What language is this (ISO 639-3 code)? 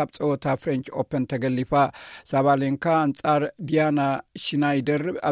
tir